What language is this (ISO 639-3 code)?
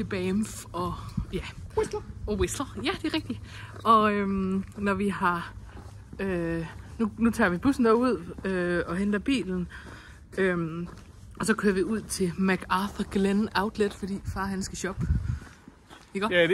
dan